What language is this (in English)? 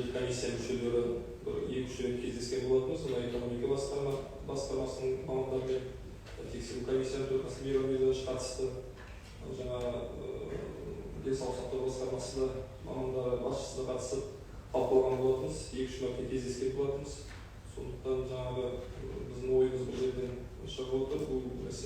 Kazakh